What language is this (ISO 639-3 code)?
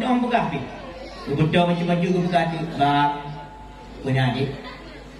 ace